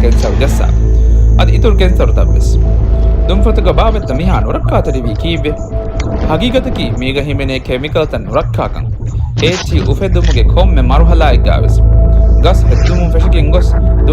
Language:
Divehi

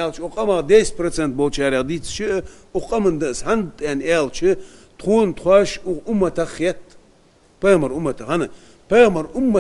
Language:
Ingush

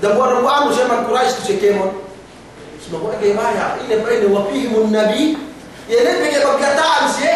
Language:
Yakan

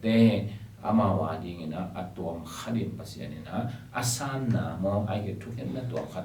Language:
Tedim Chin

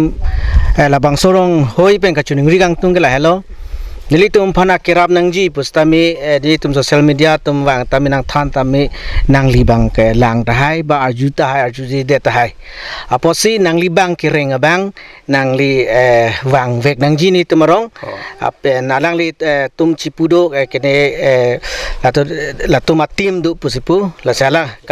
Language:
Karbi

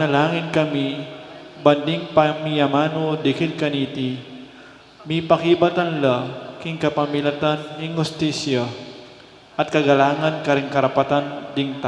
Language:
Pampanga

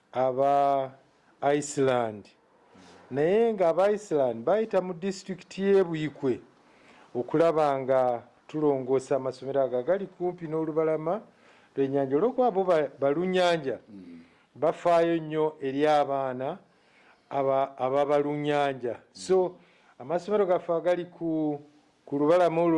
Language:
Ganda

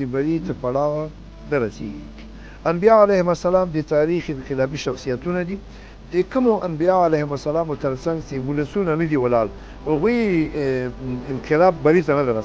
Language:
Pashto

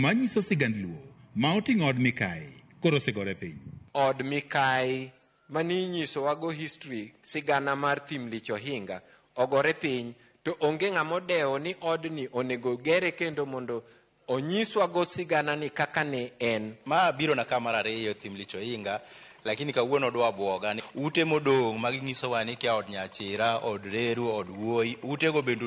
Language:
Luo (Kenya and Tanzania)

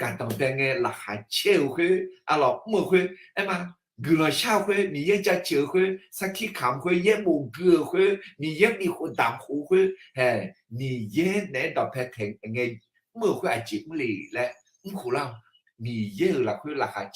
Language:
Akha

